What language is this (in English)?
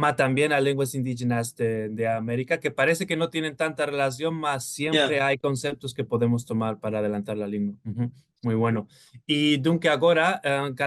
Ladino